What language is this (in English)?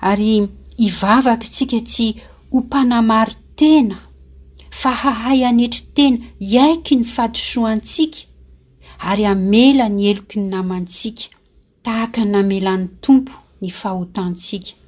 Malagasy